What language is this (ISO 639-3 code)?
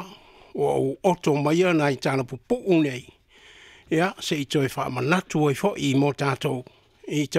smo